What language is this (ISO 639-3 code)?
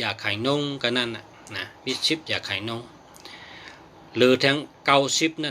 shn